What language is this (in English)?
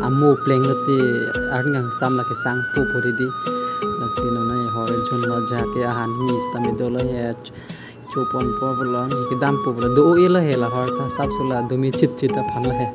Karbi